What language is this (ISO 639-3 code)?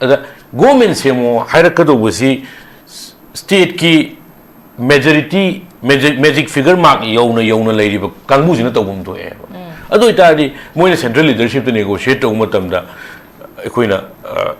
mni